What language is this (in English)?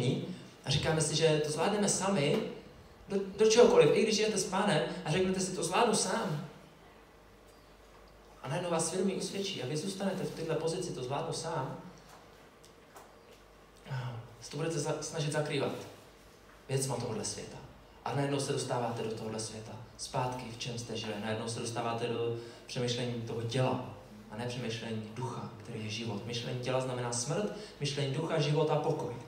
Czech